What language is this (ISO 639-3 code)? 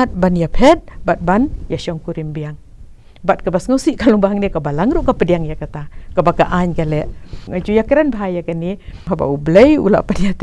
kha